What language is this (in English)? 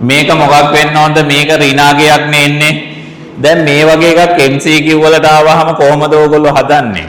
Sinhala